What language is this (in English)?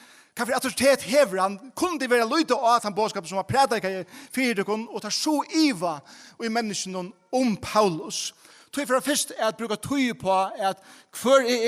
Faroese